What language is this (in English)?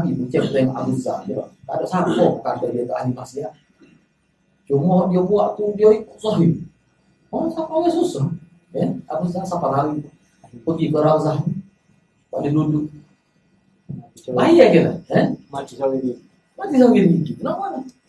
Malay